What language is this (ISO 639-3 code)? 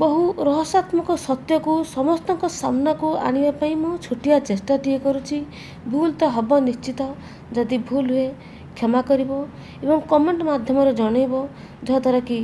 ori